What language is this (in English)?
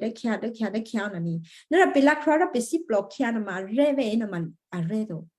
Western Kayah